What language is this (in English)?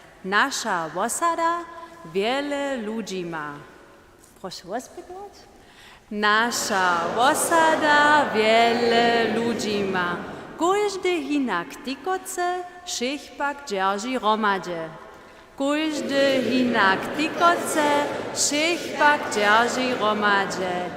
Upper Sorbian